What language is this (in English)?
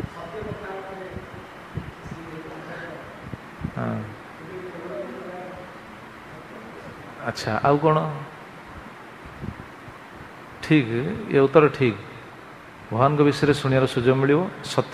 Odia